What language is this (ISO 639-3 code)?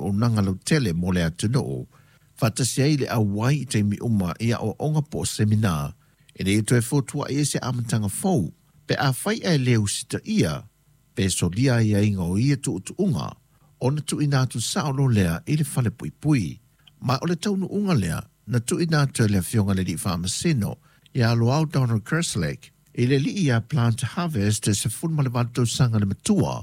smo